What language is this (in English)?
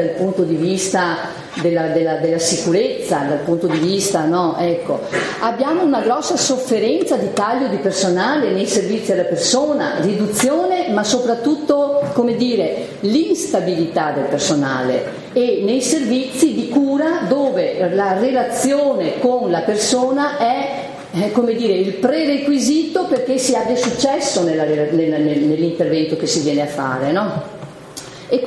Italian